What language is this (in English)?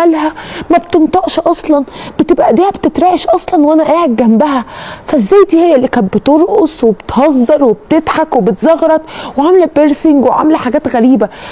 Egyptian Arabic